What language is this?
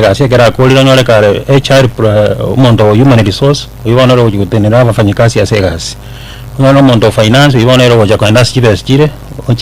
Gusii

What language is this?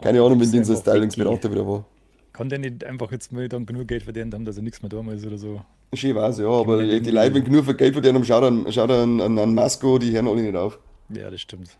Bavarian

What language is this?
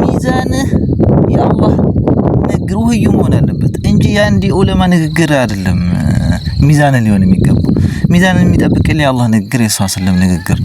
Amharic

